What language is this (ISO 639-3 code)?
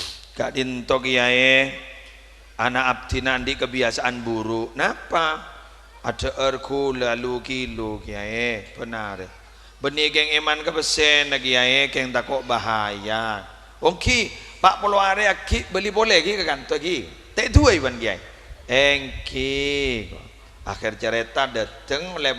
mad